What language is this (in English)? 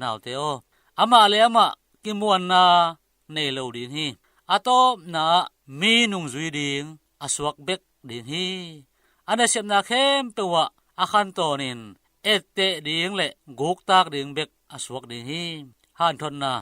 Tedim Chin